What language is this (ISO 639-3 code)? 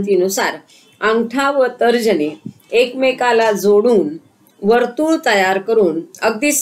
mar